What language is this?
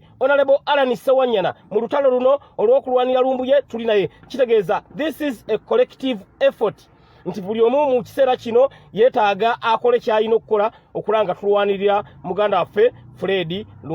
Ganda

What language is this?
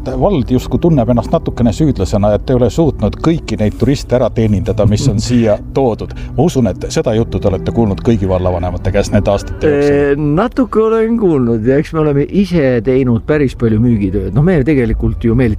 Estonian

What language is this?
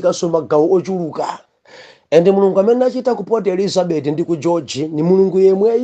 Nyanja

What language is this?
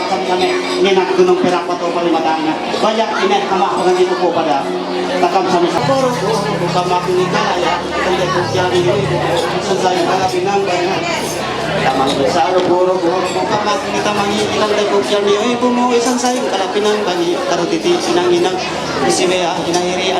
Ma'anyan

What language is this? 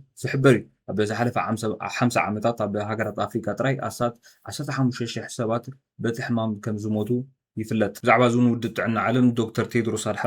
Tigrinya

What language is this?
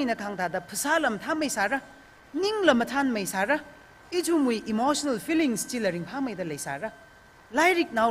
Tangkhul Naga (India)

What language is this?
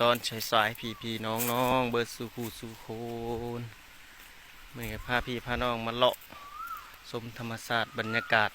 Lao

